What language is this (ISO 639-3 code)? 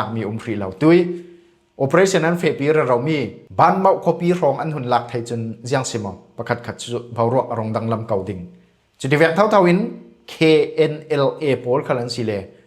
cfm